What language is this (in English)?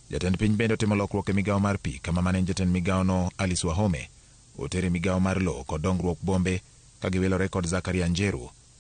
Luo (Kenya and Tanzania)